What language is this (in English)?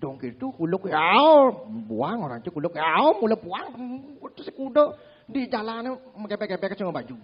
Balinese